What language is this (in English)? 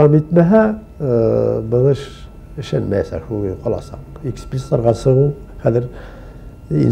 Bashkir